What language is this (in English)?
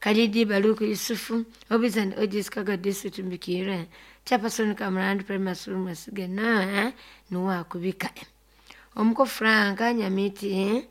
Nyoro